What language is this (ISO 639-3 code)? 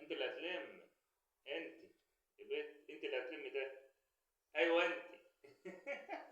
arz